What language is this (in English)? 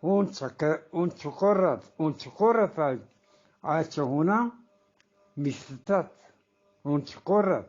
Eastern Balochi